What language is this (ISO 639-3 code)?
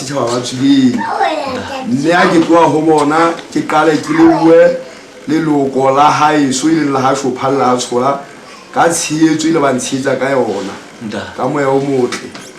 sot